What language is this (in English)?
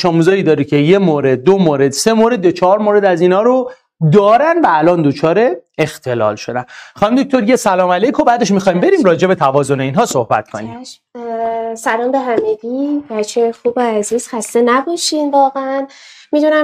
Persian